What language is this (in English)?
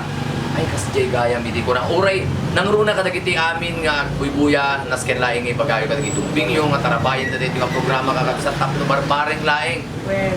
Iloko